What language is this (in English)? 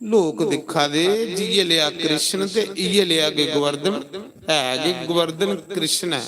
Dogri